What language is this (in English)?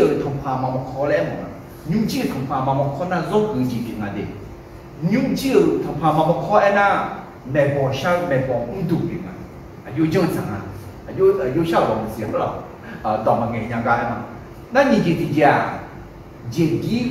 Akha